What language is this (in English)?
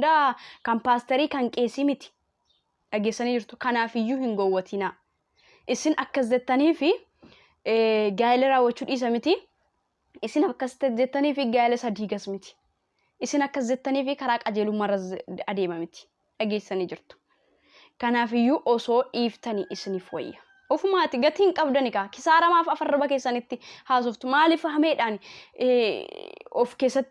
Oromo